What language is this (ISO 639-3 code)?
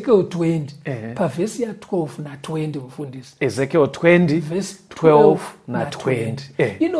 sna